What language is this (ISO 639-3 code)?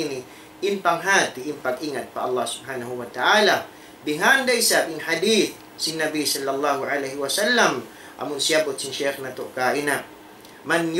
tsg